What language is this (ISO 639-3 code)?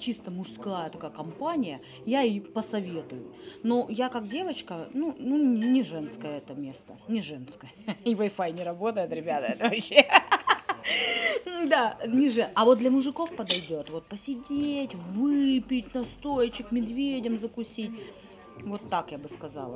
rus